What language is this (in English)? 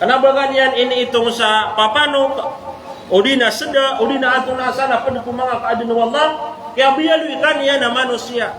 Maranao